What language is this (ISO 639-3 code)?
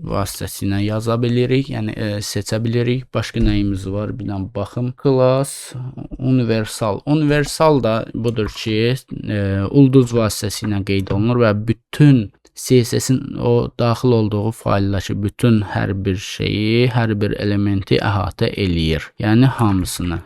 aze